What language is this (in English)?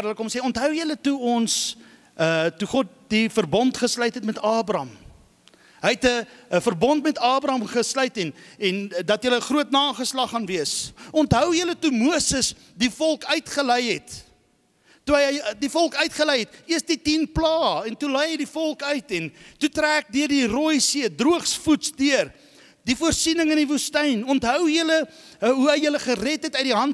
Afrikaans